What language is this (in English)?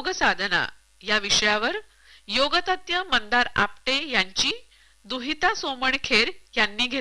Marathi